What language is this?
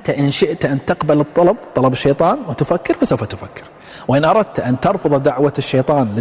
Arabic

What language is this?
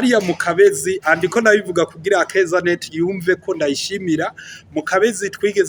Rundi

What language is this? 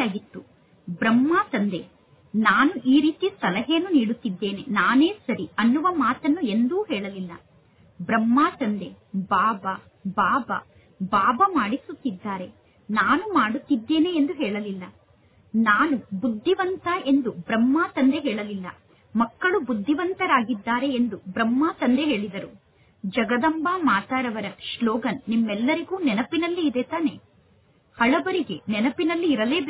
Kannada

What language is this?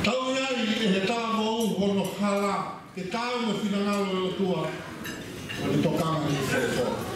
Tongan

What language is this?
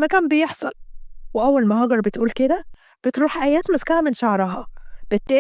Egyptian Arabic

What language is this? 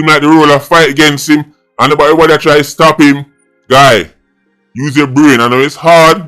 Jamaican Creole English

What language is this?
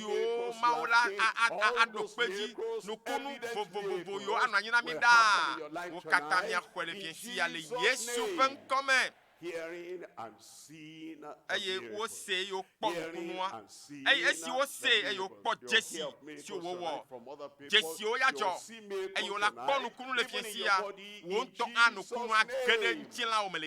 Ewe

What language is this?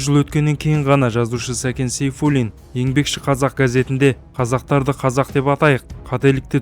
Kazakh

